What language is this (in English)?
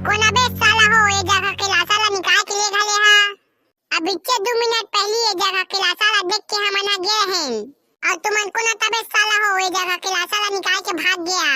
Chhattisgarhi